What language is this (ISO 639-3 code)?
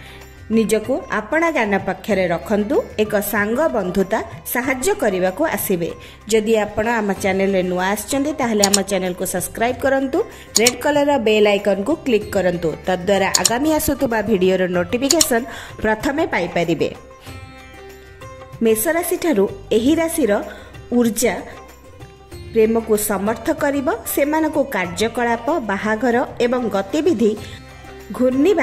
ori